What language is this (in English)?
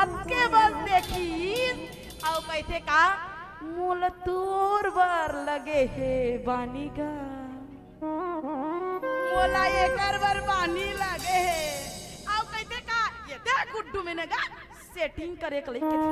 Chhattisgarhi